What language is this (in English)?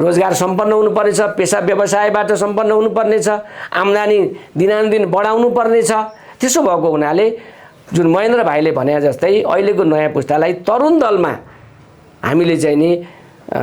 Nepali